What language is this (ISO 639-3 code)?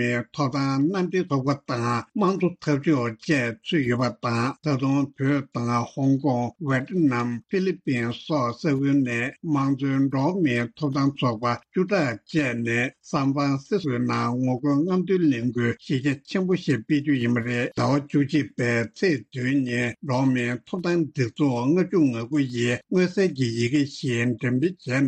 bod